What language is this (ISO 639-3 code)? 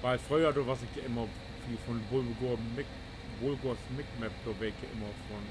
nds